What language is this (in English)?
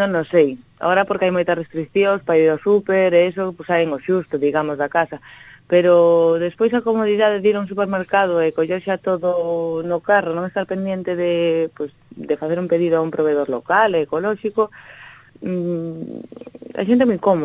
Galician